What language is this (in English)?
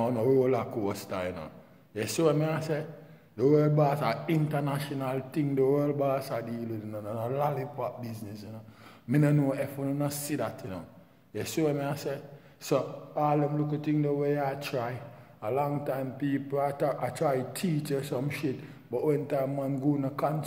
Jamaican Creole English